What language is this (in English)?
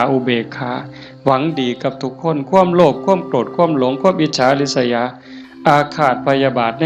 Northeastern Thai